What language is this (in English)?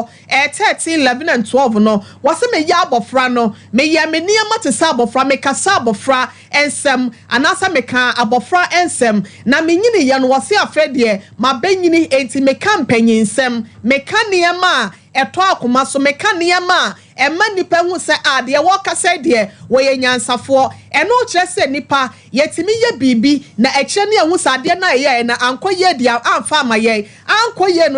Akan